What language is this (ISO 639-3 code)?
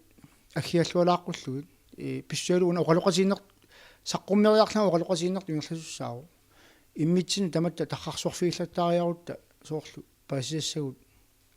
kal